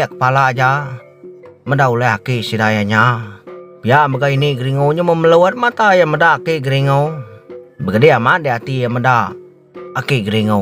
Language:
Iban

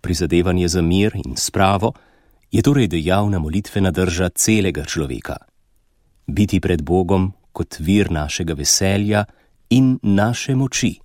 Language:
Slovenian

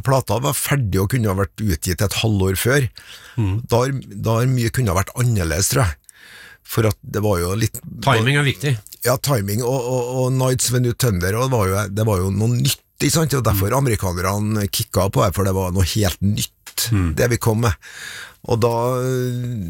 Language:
Norwegian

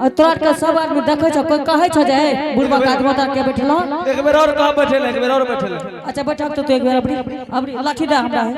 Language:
Angika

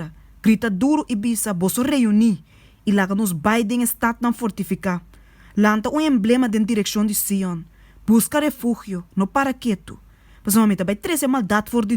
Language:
Papiamento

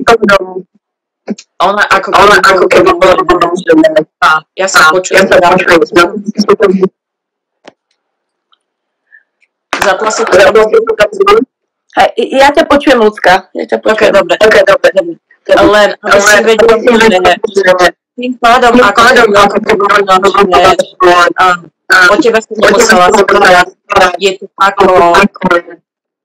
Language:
Slovak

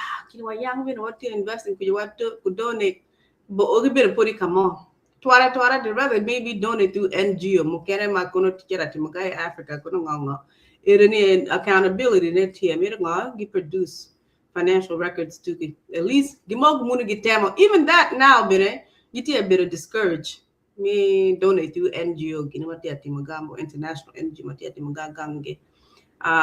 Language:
Acoli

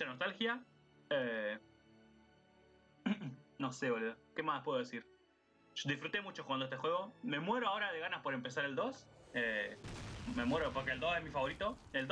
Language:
Spanish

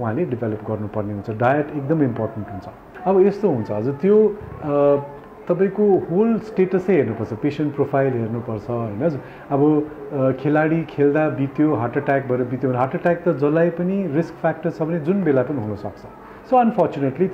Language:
Nepali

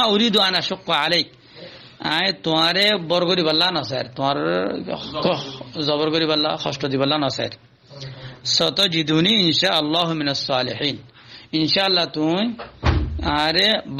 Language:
Rohingya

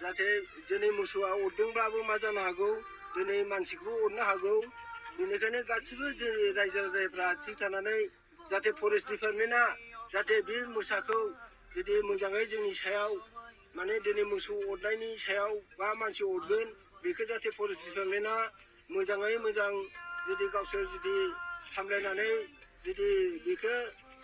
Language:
Bodo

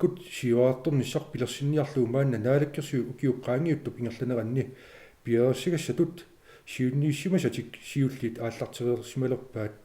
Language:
Kalaallisut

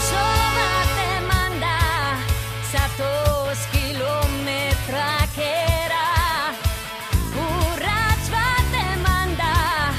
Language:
Basque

